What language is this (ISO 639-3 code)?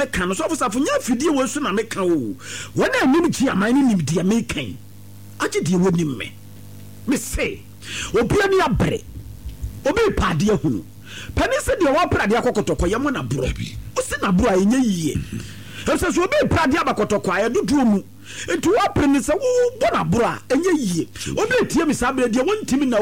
aka